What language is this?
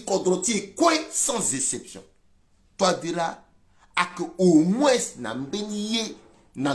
Sango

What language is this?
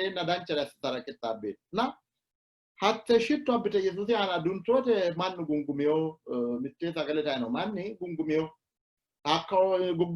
Sidamo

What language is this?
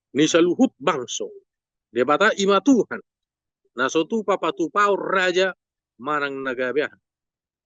Batak Toba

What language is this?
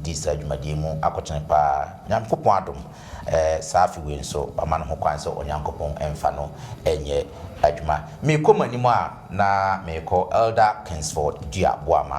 Akan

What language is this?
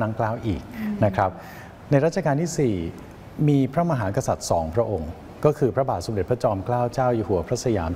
Thai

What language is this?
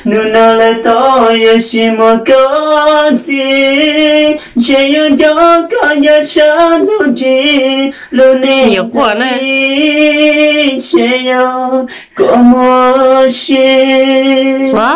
Hmong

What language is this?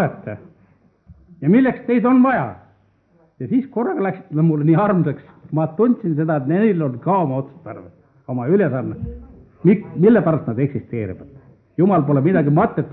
Estonian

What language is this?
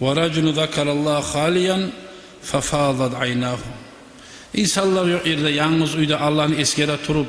Kumyk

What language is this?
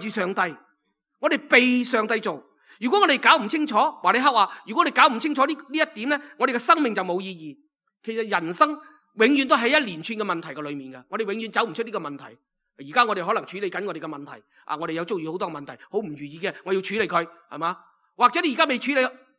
Cantonese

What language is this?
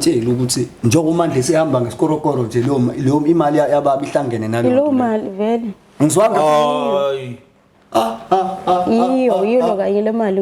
Zulu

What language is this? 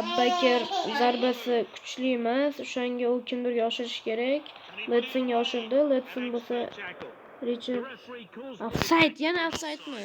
Uzbek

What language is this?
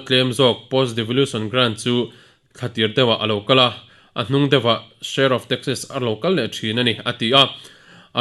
Mizo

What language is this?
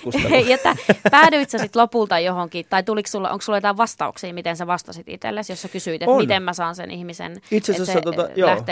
Finnish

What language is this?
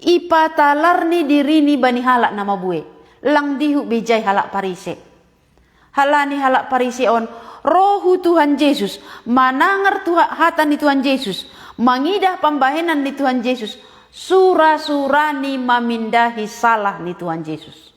Batak Simalungun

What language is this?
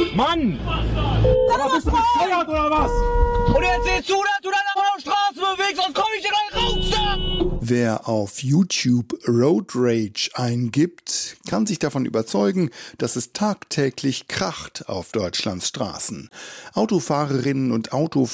German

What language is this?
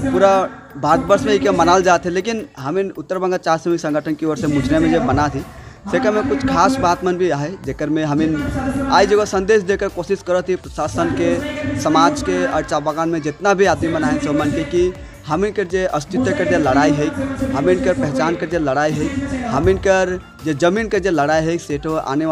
Sadri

